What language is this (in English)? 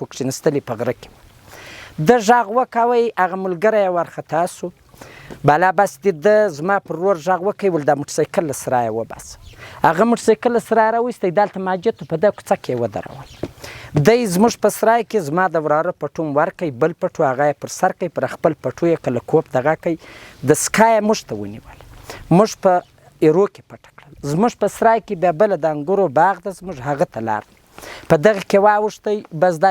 Pashto